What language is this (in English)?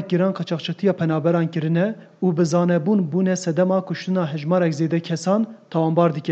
Kurdish